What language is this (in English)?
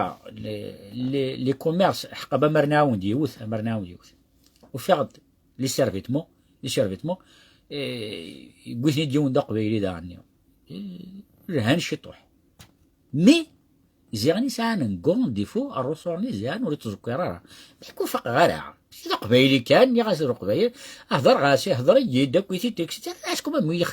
Kabyle